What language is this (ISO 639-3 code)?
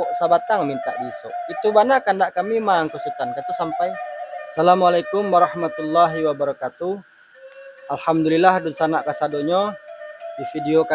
min